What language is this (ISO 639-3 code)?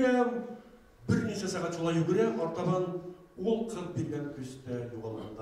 bak